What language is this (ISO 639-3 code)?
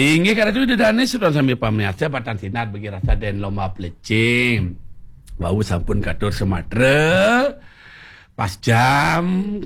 ban